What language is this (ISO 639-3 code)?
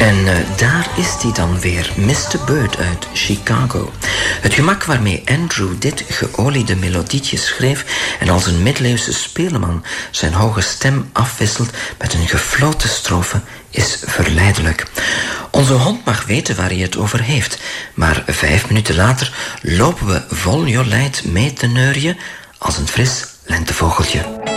nld